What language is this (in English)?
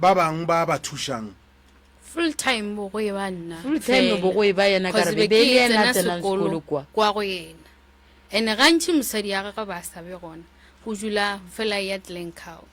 Northern Sotho